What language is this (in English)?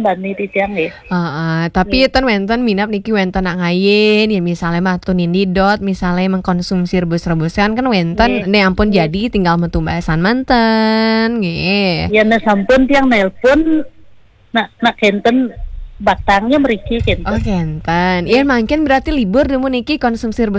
Balinese